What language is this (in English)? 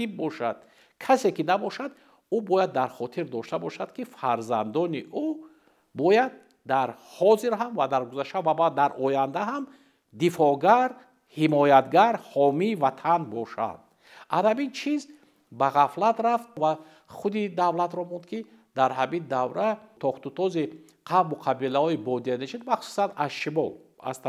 Tajik